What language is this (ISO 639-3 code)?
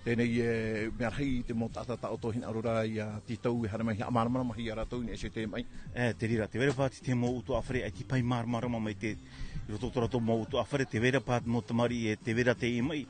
tah